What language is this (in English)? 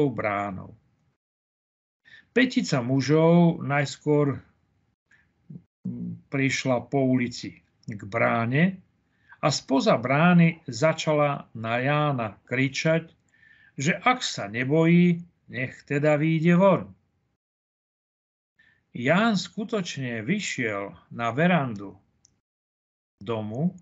Slovak